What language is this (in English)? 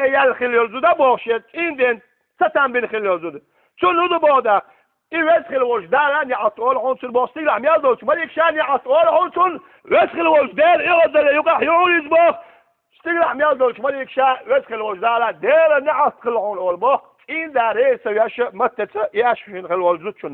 Chechen